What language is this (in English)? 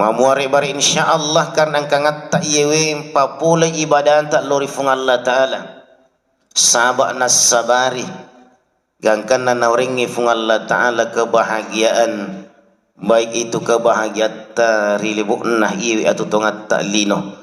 Buginese